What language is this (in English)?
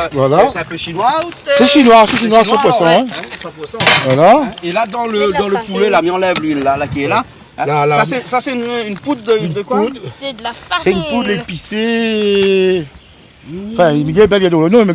Réunion Creole French